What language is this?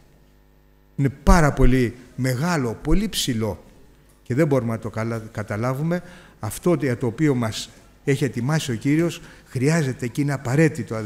Greek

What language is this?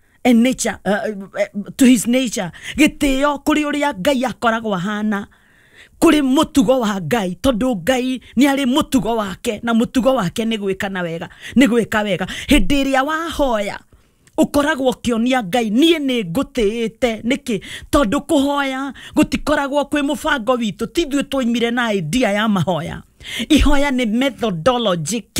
Kikuyu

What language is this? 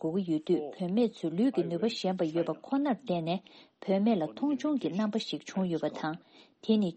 Tibetan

